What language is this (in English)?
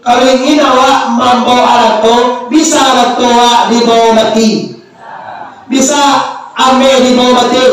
Minangkabau